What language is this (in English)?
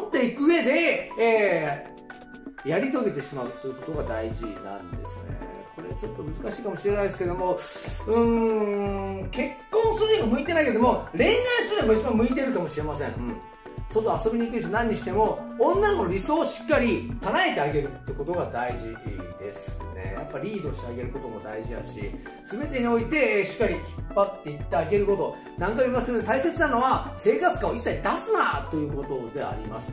Japanese